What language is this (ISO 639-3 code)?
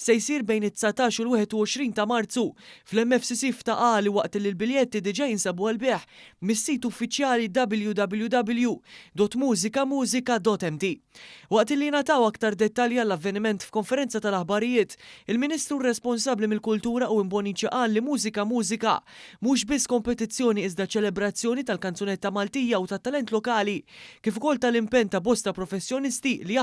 mlt